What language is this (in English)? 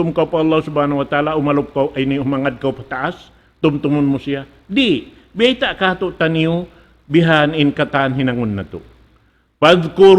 Tausug